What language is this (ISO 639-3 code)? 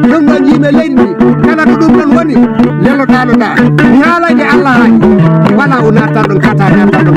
ful